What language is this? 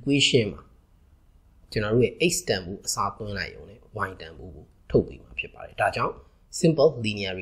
Burmese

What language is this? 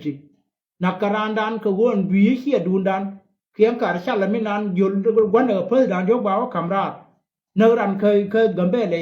Nuer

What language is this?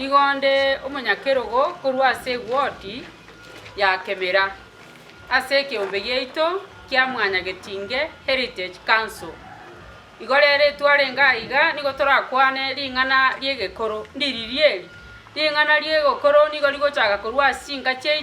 Gusii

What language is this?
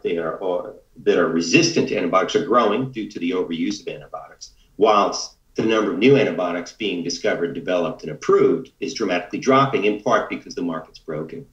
English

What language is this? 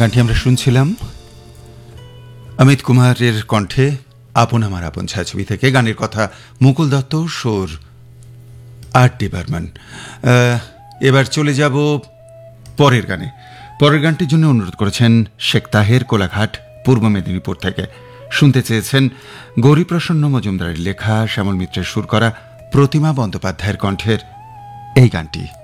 Bangla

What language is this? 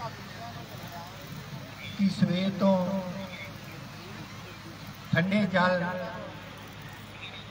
Punjabi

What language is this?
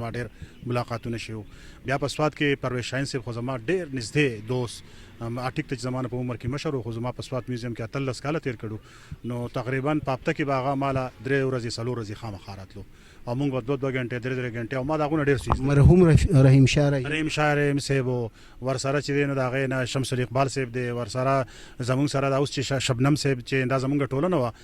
Pashto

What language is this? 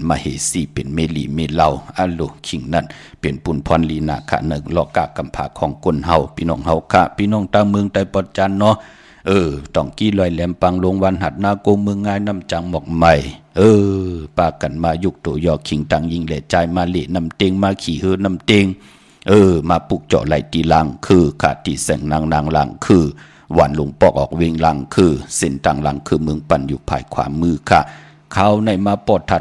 Shan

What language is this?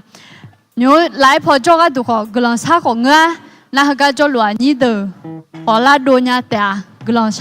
Akha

